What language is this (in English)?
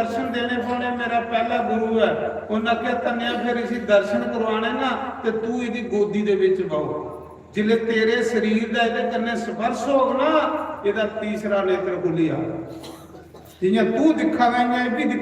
Dogri